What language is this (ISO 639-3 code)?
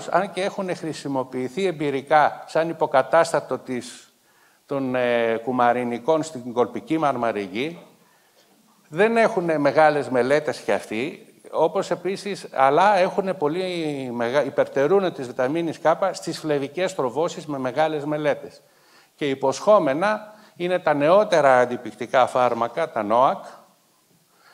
ell